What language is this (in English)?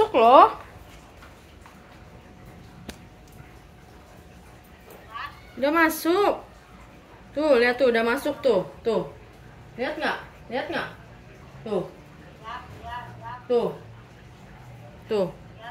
Indonesian